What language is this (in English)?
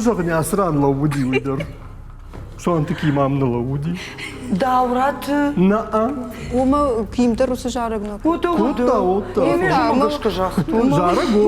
Ossetic